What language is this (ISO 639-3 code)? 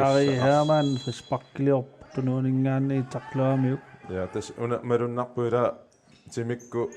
kal